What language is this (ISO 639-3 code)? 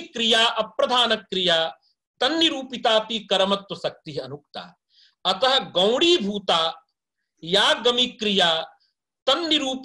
san